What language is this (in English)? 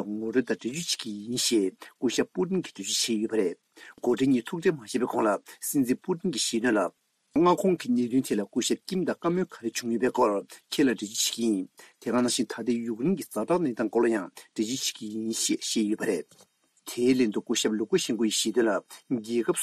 Tibetan